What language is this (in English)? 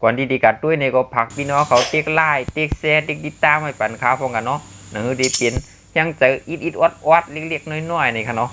Shan